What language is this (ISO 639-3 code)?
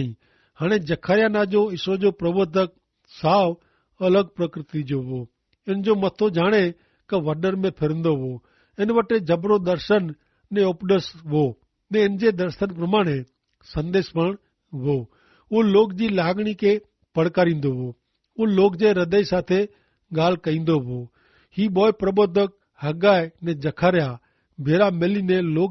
kfr